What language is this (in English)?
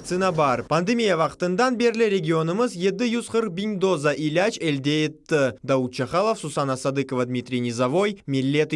Crimean Tatar